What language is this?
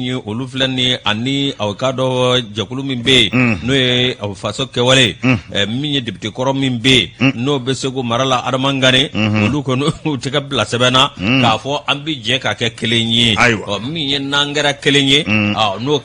Bambara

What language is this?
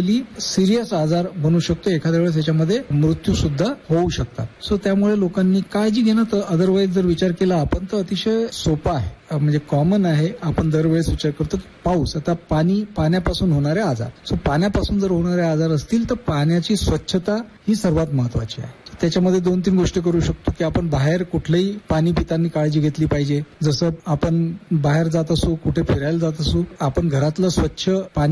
Marathi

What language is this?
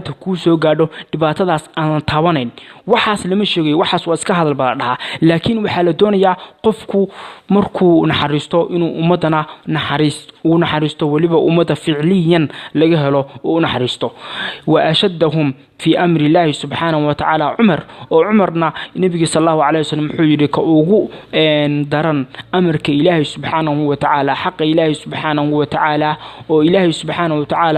Somali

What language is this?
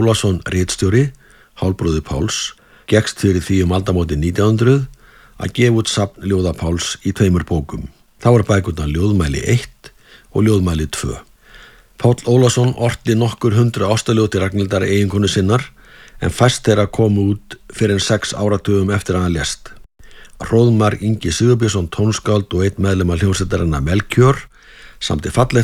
Icelandic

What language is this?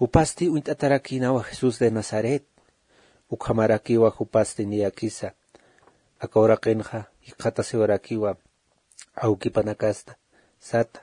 Aymara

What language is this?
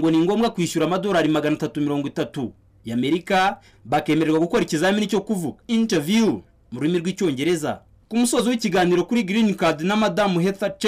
Kinyarwanda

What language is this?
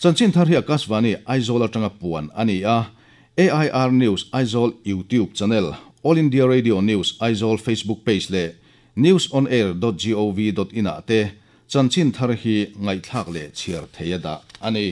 Mizo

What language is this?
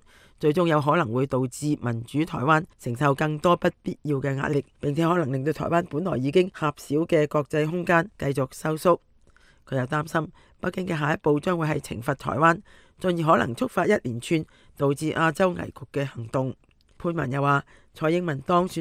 Cantonese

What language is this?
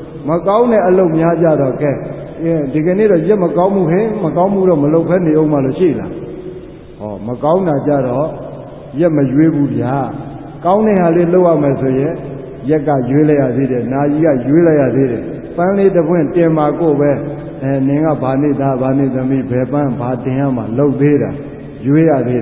Burmese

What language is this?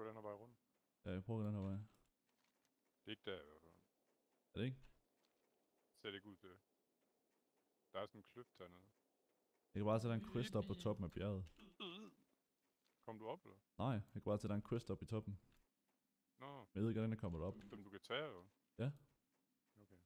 Danish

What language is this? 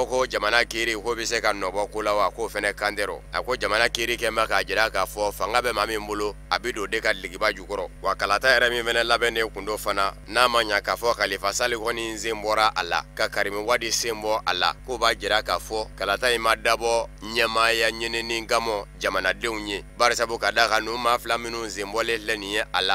Bambara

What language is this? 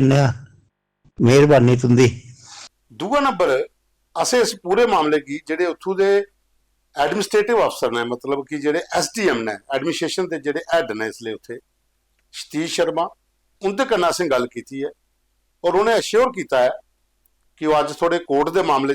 Dogri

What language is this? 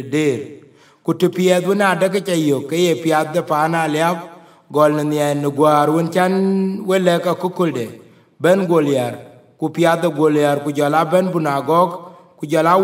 Dinka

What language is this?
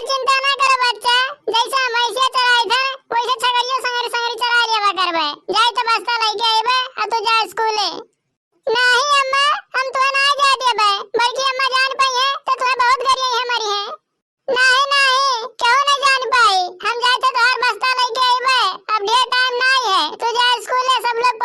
Awadhi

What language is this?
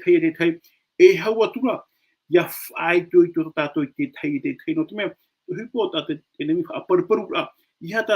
Tahitian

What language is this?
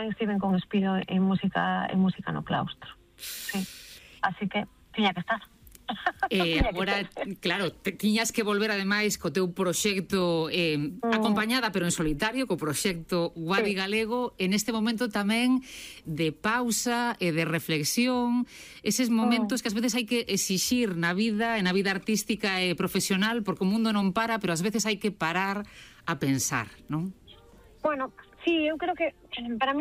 Galician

